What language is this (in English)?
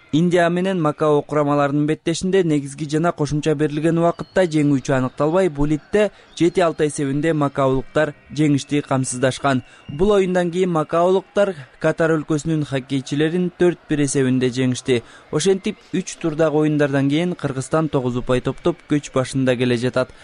Kyrgyz